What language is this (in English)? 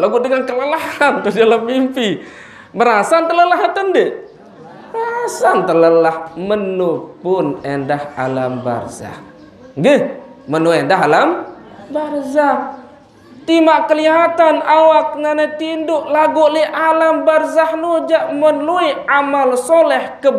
Sasak